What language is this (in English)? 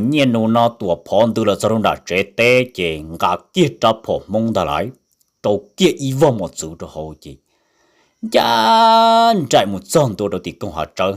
Hmong